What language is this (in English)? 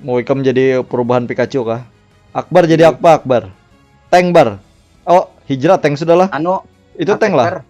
Banjar